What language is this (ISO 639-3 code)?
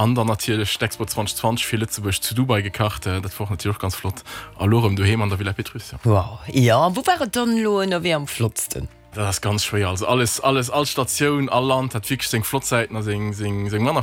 ltz